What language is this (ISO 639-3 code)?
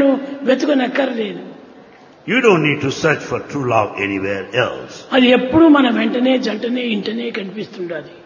tel